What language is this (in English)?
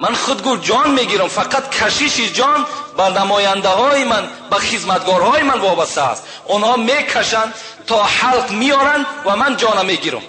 Tajik